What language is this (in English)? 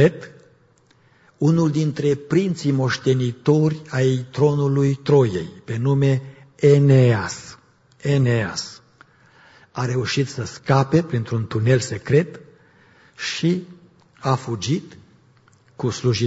Romanian